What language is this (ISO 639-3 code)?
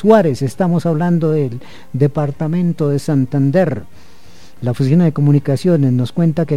spa